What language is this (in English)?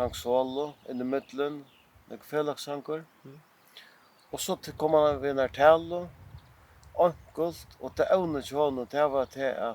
Faroese